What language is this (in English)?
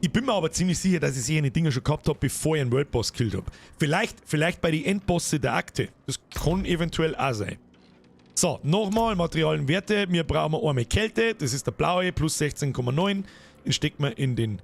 Bavarian